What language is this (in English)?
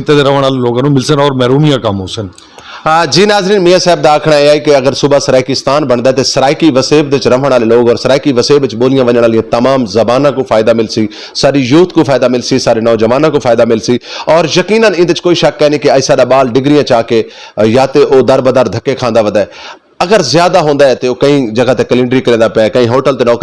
Saraiki